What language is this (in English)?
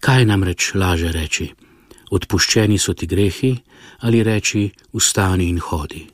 Slovenian